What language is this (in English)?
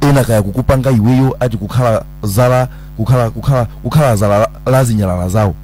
Nyanja